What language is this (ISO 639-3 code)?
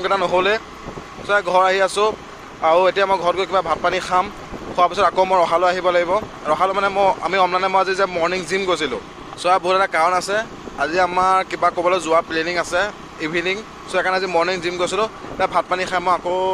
asm